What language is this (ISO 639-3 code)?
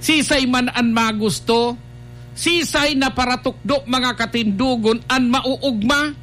bik